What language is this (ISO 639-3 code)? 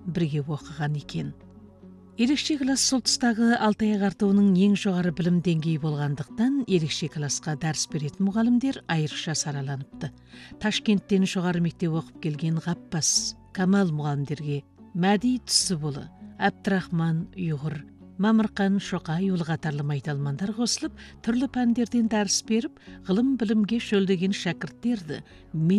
kaz